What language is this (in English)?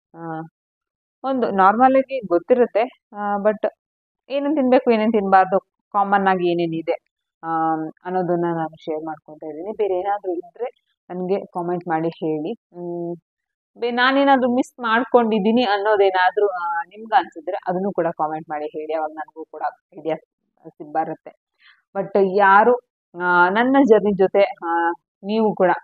Kannada